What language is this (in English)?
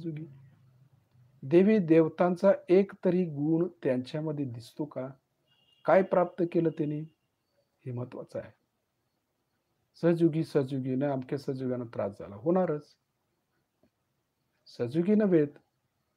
Marathi